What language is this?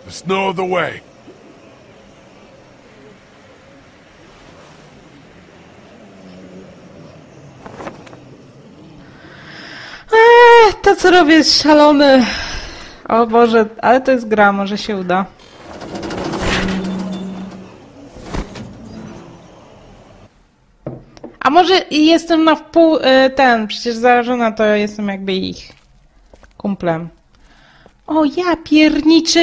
Polish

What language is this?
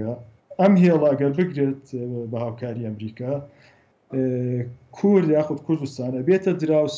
Central Kurdish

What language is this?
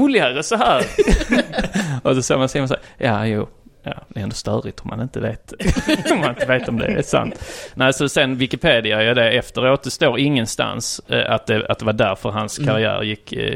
Swedish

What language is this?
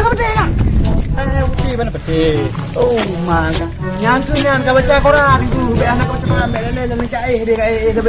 Achinese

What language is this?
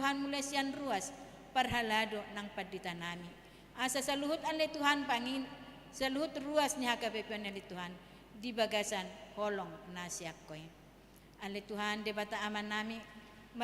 Batak Toba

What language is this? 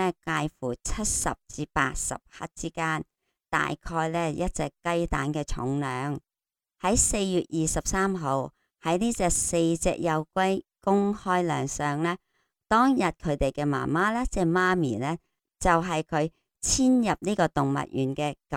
Cantonese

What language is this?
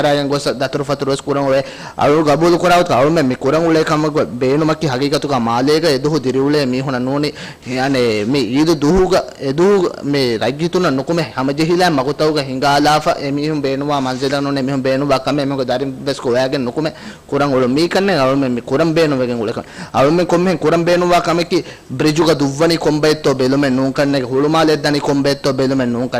Divehi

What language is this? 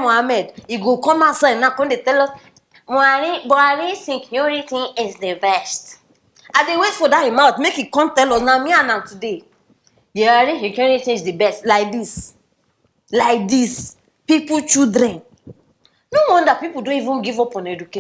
Nigerian Pidgin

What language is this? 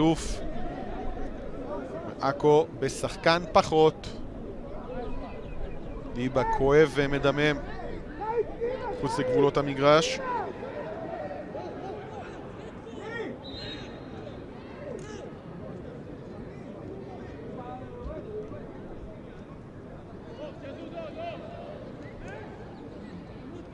Hebrew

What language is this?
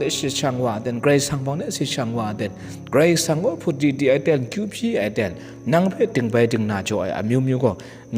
Kachin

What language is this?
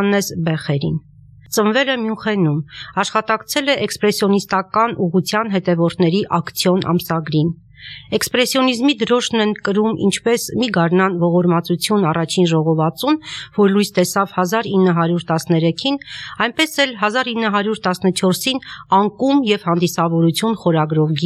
Armenian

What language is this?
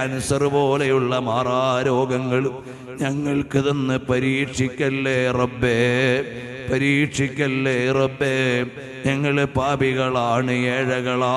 Malayalam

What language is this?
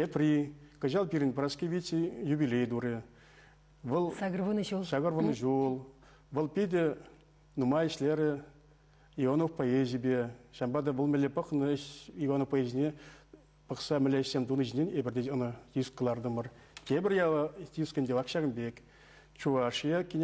Chuvash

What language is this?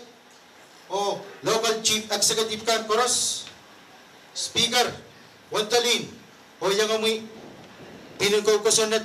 Pohnpeian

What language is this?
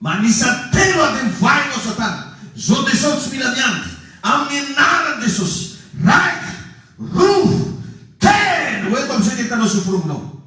Malagasy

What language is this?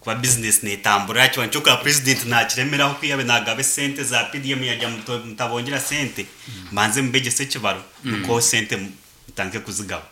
Nyankole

